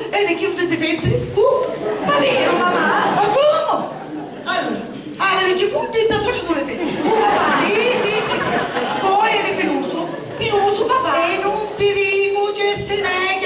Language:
Sicilian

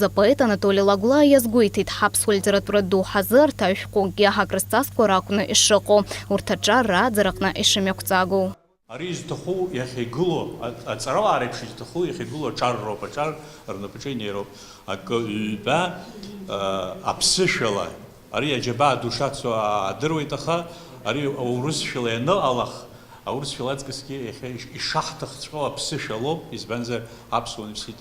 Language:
Abkhazian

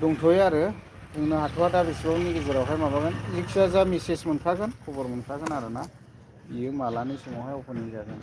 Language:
Bodo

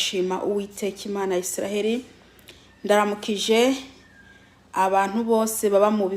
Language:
Rundi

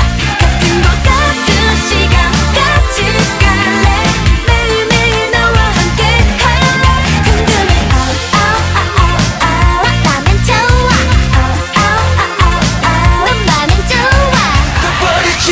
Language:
Korean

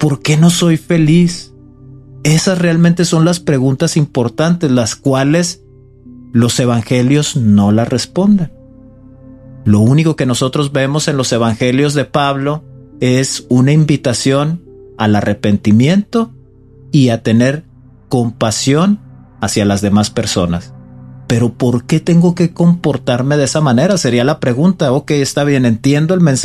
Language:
Spanish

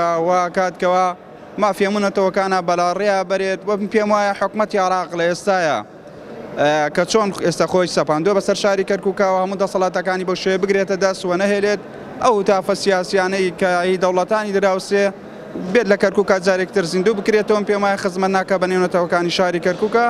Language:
Central Kurdish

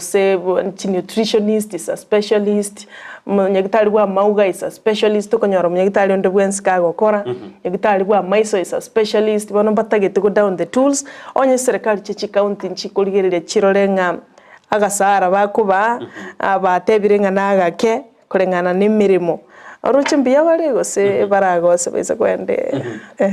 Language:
Gusii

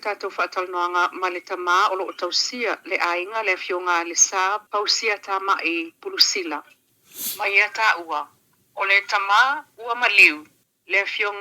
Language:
Samoan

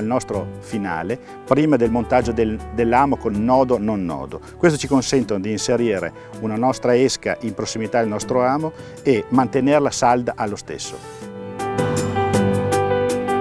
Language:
Italian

